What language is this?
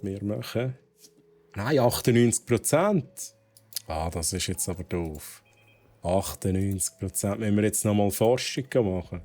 Swiss German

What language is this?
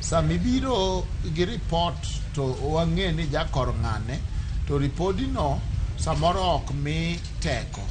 Luo (Kenya and Tanzania)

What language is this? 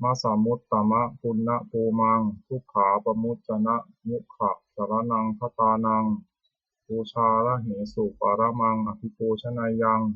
Pali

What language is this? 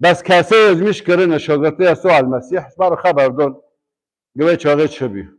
Kurdish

